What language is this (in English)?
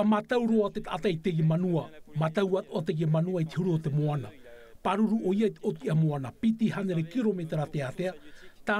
Tahitian